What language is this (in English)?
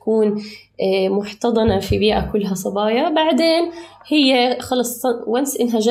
North Levantine Arabic